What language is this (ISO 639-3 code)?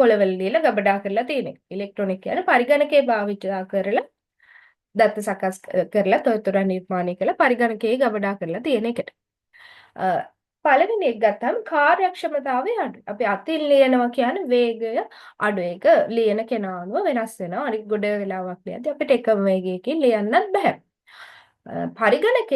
sin